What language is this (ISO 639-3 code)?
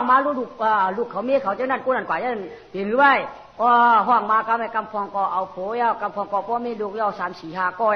shn